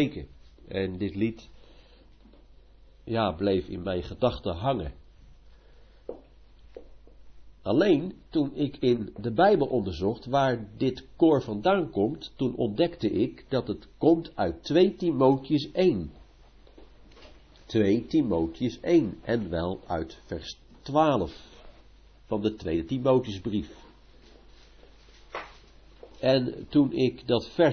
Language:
Dutch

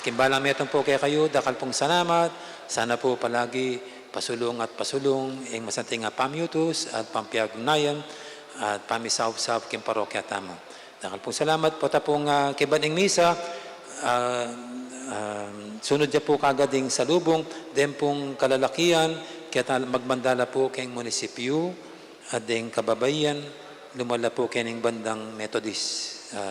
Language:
Pampanga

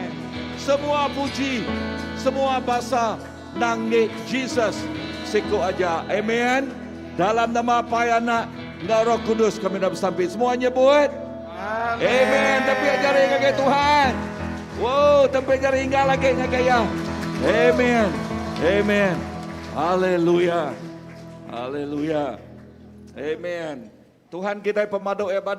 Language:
Iban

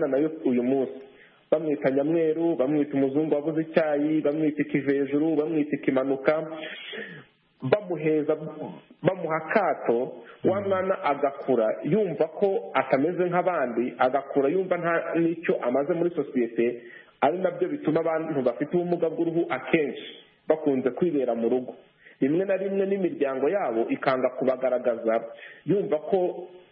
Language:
Kinyarwanda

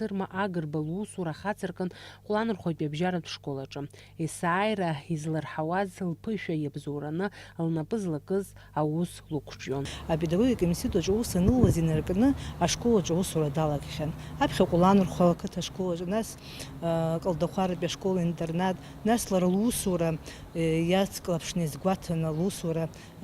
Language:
Abkhazian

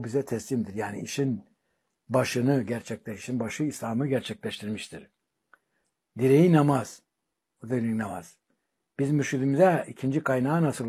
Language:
Turkish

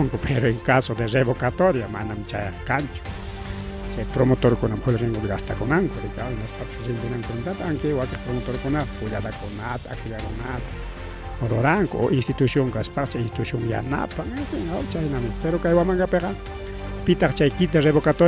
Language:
Ayacucho Quechua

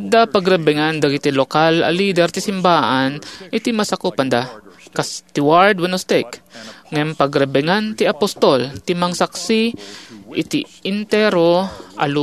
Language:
Iloko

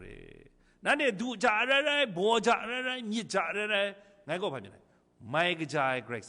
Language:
Kachin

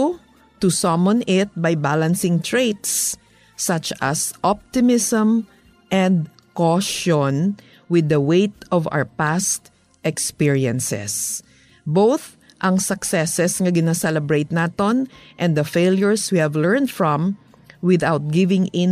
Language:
Hiligaynon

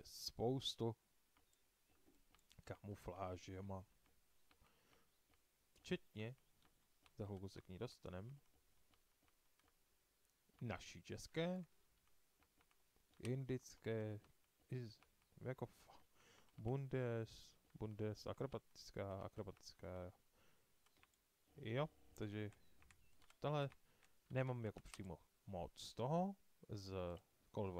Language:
Czech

